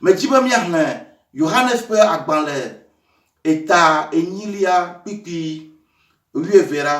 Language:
Ewe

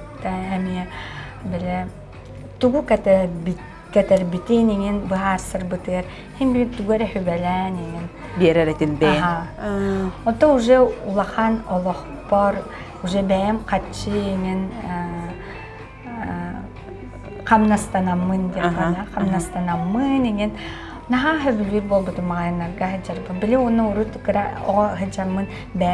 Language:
Yakut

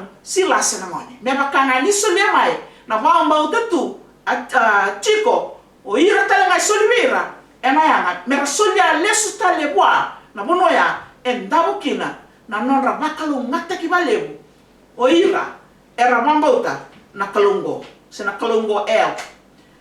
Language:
Fijian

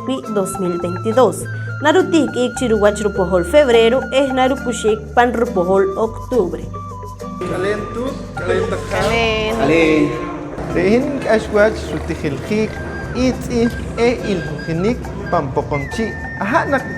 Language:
Poqomchi'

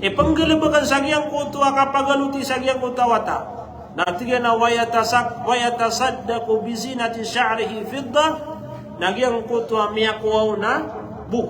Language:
Maranao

